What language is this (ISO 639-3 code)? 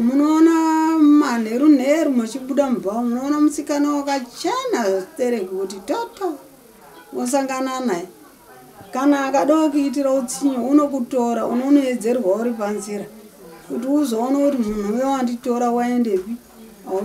sna